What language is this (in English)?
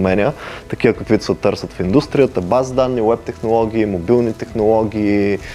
Bulgarian